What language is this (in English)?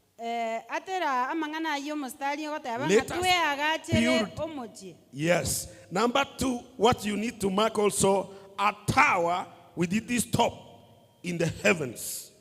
Gusii